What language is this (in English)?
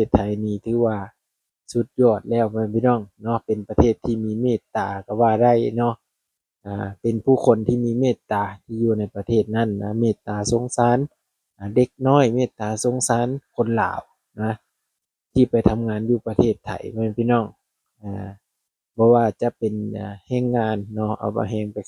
Lao